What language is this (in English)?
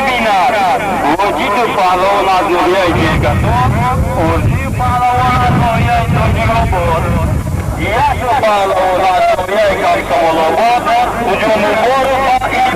Tajik